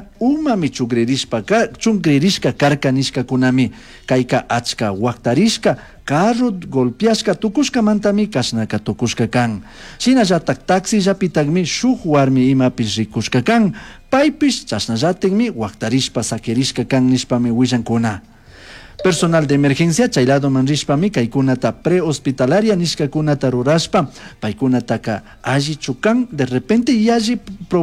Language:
Chimborazo Highland Quichua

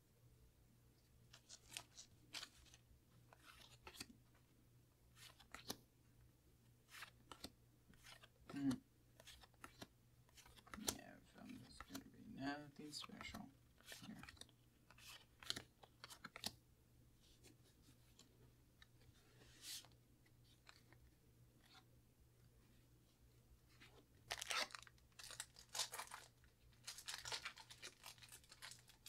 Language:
English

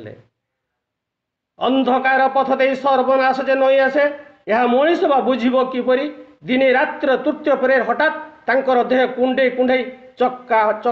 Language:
Odia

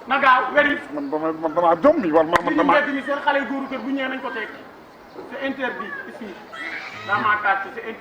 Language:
Wolof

